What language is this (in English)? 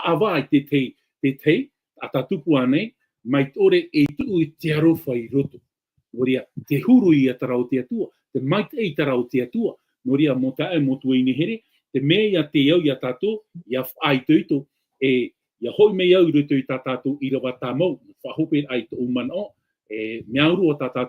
Tahitian